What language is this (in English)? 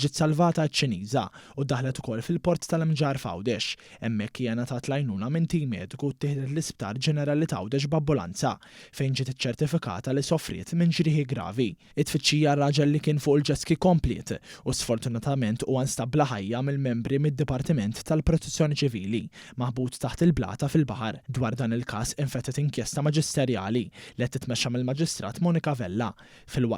Maltese